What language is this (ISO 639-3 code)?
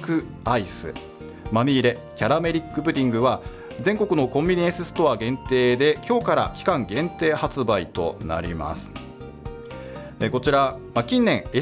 jpn